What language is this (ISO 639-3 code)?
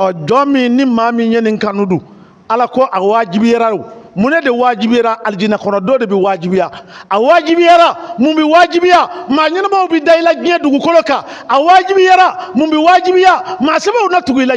bam